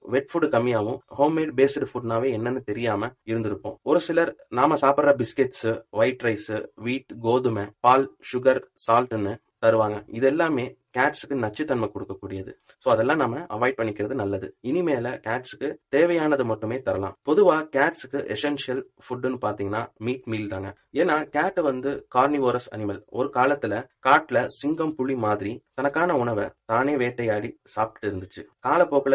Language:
Tamil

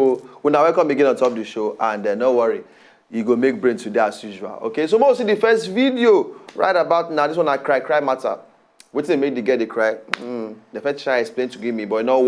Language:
Nigerian Pidgin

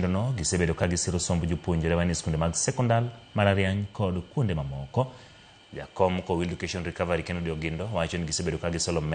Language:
Luo (Kenya and Tanzania)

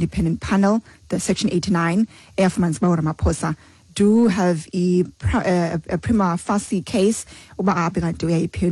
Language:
Xhosa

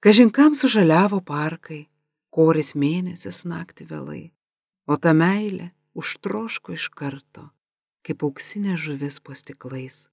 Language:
Lithuanian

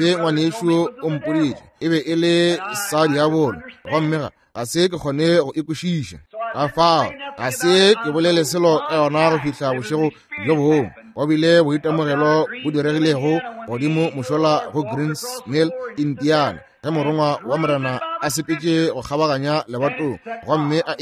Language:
Northern Sotho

